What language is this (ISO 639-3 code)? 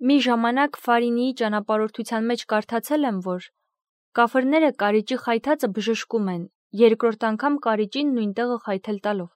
hye